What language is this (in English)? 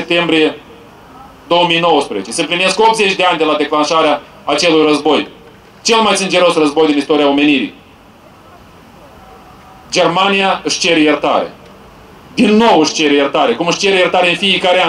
Romanian